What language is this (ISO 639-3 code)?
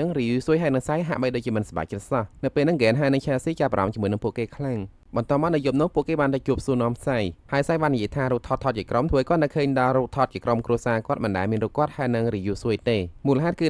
khm